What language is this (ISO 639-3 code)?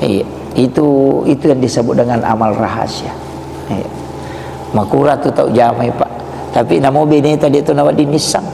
bug